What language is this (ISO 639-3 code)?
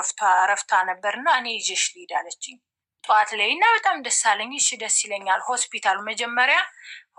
amh